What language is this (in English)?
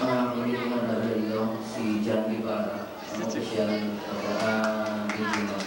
Hiligaynon